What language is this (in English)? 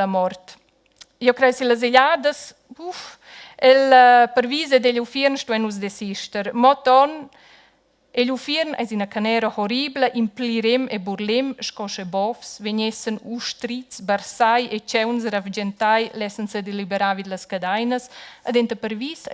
Romansh